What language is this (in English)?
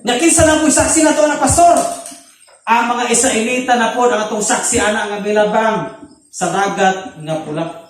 Cebuano